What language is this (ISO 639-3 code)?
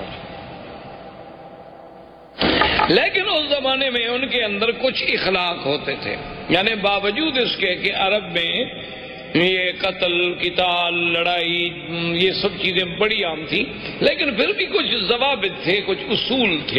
urd